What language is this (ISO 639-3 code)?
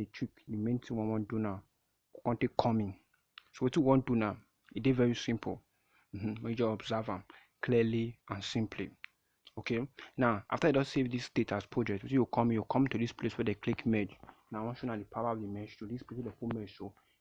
pcm